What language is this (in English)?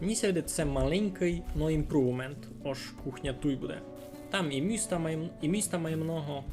Rusyn